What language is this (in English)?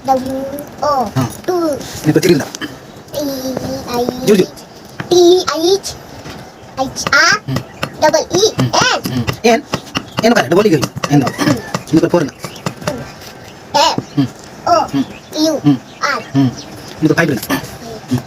Santali